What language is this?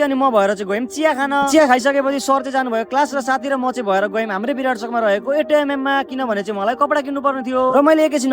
Nepali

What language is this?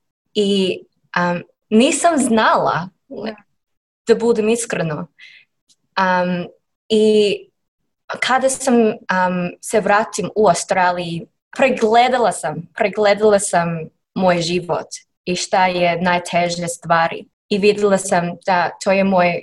Serbian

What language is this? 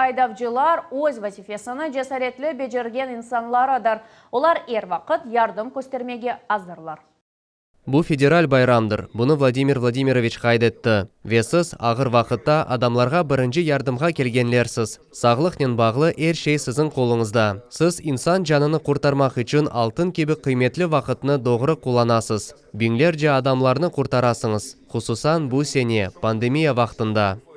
Crimean Tatar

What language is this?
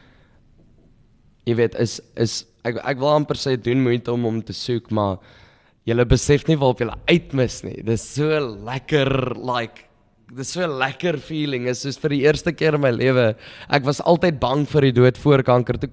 Afrikaans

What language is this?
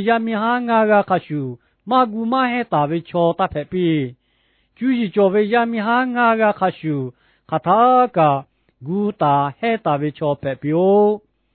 Lahu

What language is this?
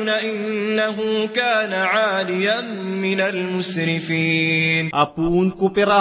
Maranao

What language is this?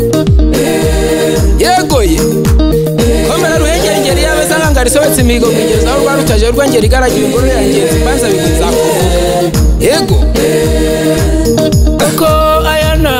Kinyarwanda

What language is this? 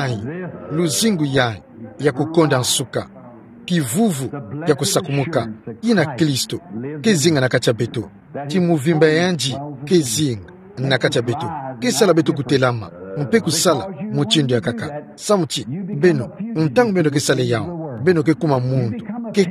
Kituba (Democratic Republic of Congo)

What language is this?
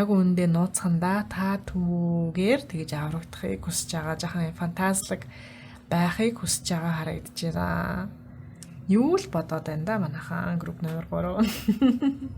Mongolian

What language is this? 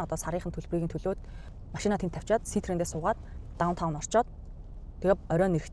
Mongolian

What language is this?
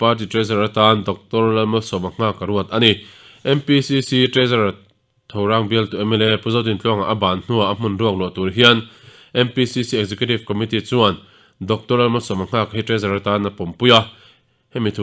Mizo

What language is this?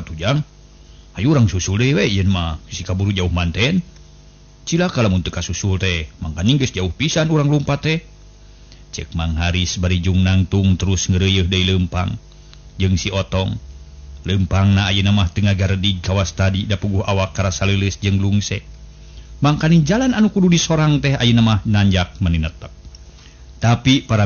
Sundanese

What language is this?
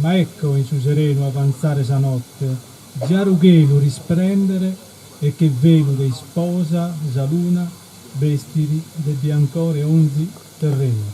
Sardinian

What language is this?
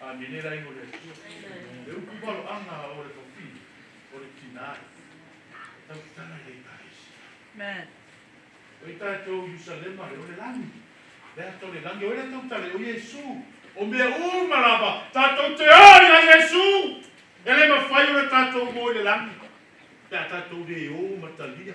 Samoan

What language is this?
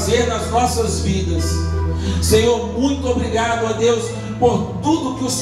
Portuguese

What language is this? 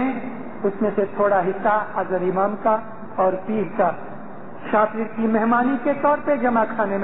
Urdu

